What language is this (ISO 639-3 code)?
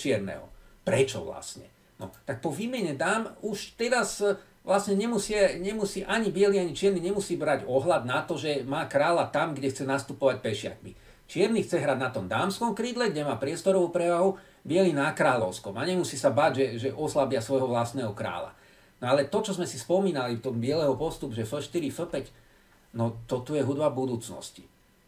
slk